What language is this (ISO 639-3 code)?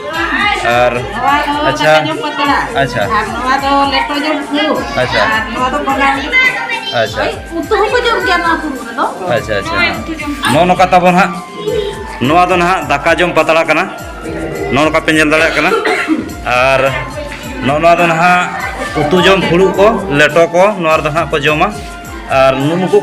sat